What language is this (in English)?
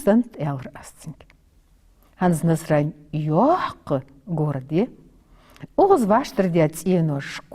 Ingush